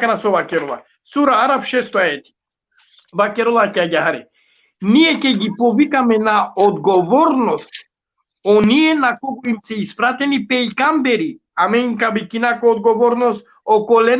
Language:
Balkan Romani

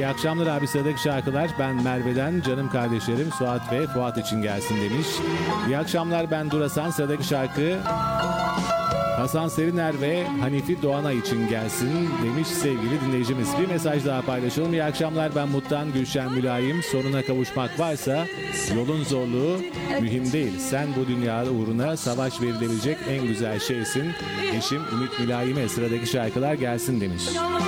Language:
Turkish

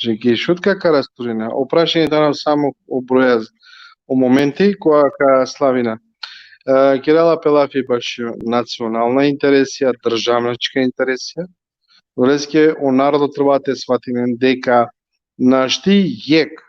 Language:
Balkan Romani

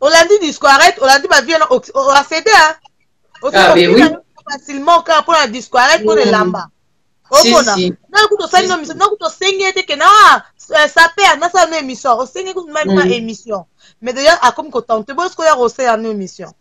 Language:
Lingala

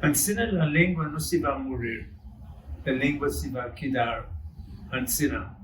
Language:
Ladino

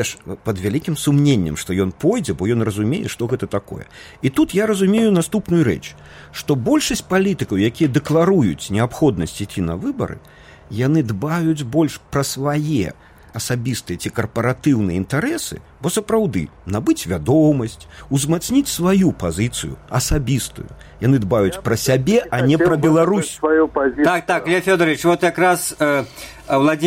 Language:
Belarusian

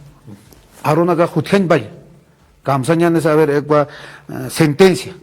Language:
Aymara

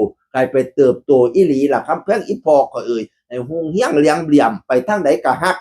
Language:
Northeastern Thai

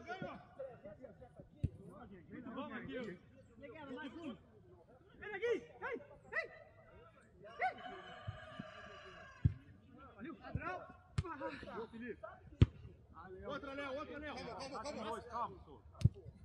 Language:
Portuguese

